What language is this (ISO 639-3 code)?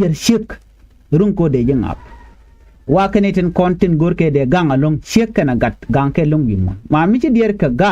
nus